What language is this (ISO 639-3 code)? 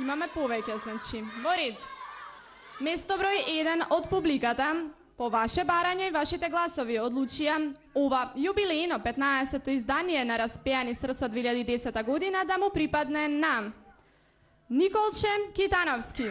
mkd